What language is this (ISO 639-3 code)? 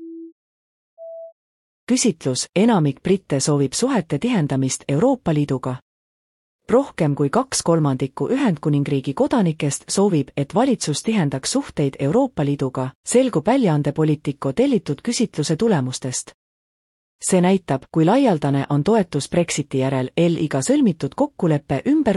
est